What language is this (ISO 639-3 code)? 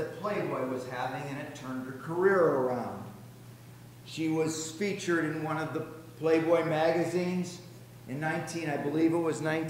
eng